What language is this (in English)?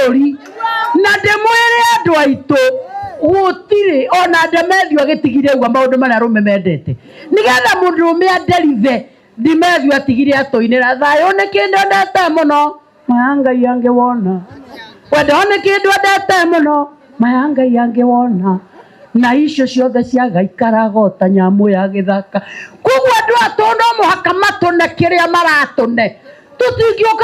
Kikuyu